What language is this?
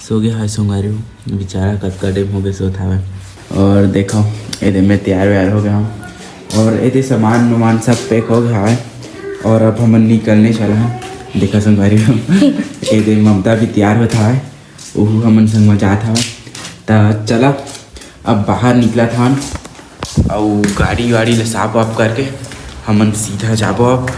Chhattisgarhi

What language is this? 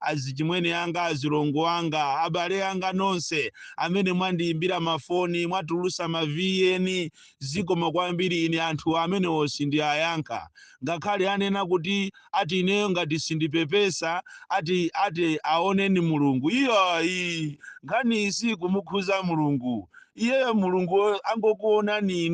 Nyanja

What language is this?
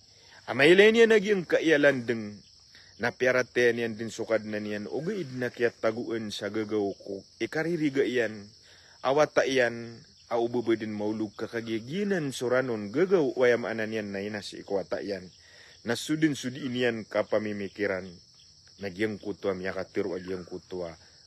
Maranao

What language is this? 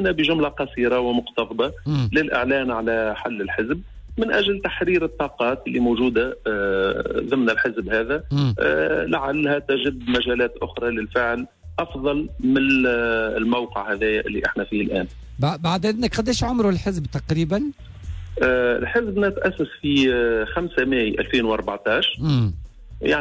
Tunisian Arabic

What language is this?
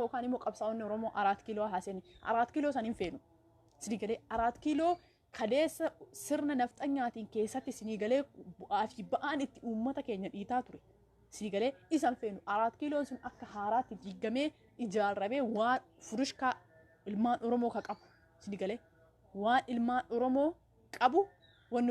Oromo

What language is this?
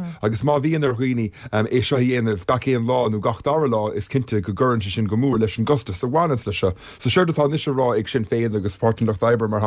Irish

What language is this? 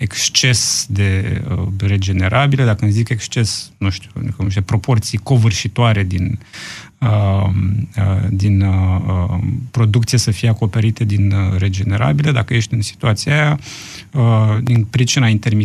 Romanian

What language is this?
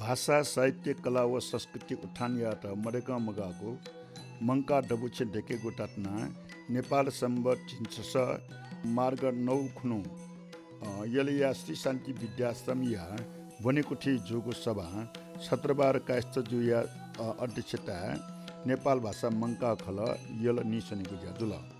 Newari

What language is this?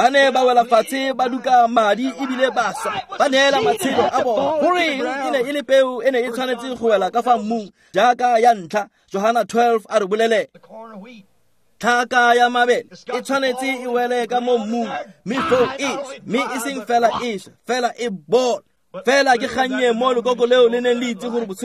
Tswana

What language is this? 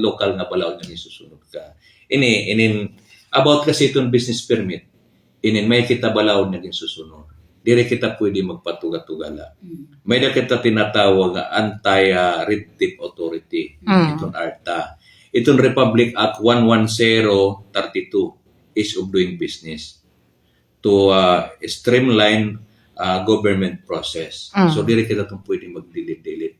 Waray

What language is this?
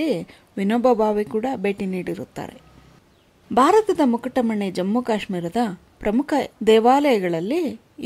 Kannada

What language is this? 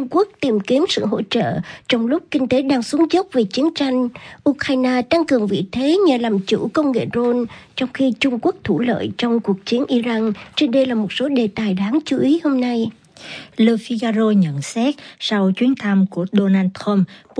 Vietnamese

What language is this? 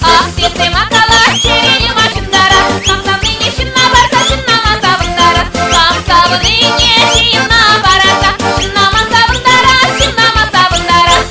Chuvash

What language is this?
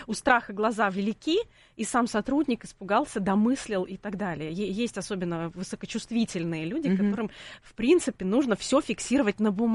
Russian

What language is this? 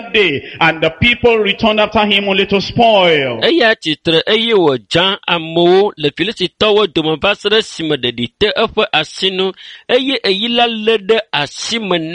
Ewe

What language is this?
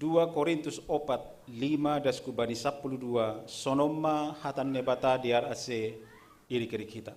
Batak Simalungun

